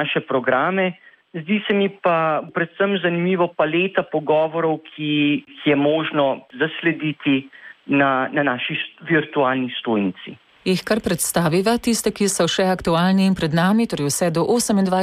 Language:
Slovenian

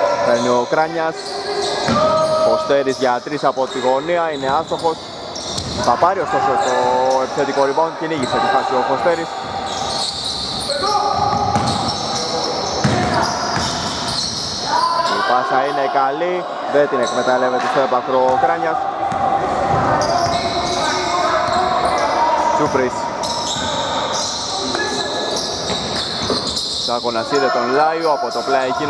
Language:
Greek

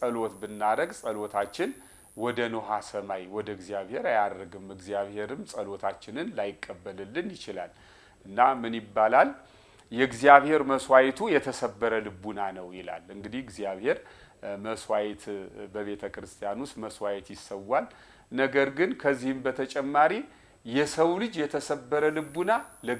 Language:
Amharic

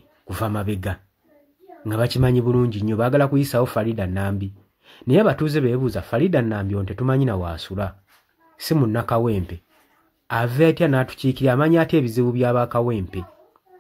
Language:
Ganda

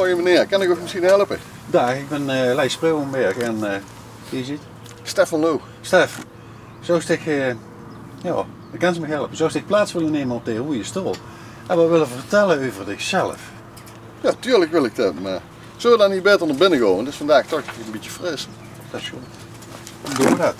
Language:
Limburgish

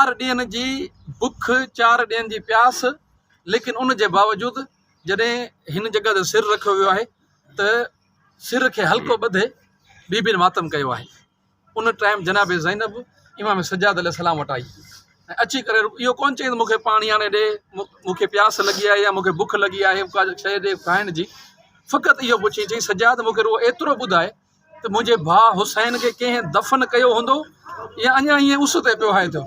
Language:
Sindhi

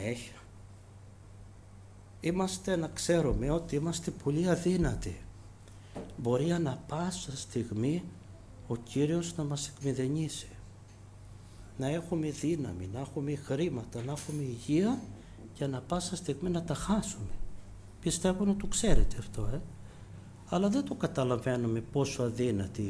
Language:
Greek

